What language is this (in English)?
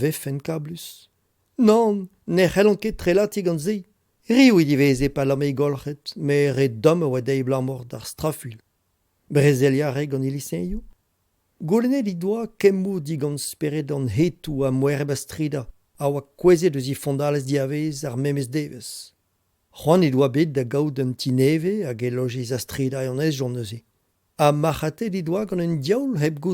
Breton